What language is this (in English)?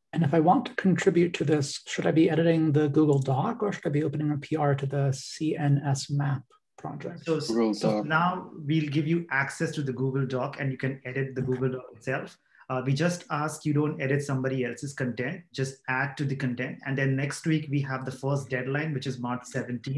English